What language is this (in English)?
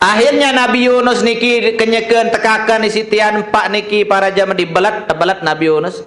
Sasak